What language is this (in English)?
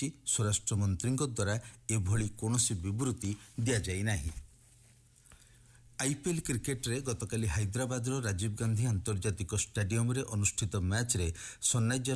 Odia